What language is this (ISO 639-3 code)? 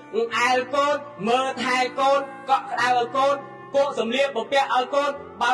khm